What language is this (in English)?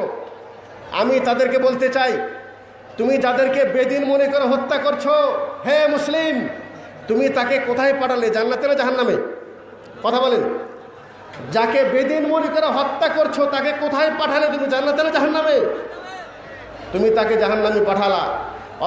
Bangla